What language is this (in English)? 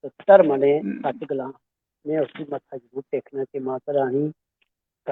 Dogri